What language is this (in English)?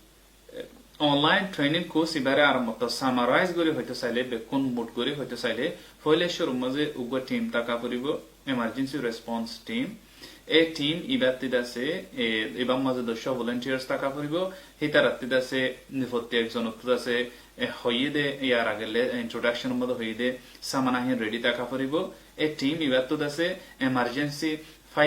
Rohingya